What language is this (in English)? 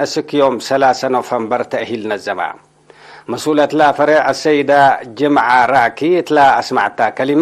Tigre